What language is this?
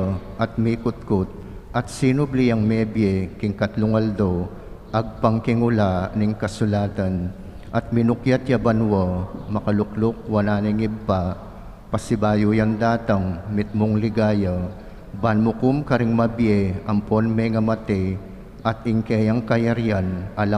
Pampanga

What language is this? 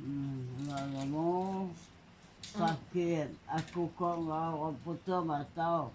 Iban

